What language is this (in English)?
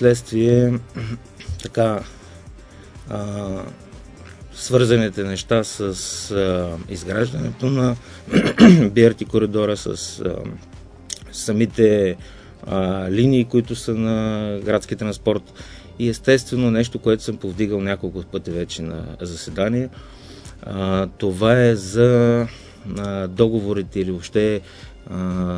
Bulgarian